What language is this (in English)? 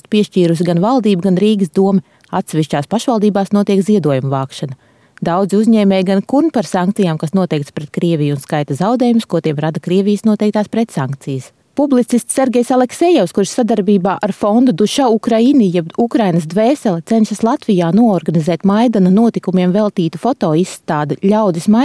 Latvian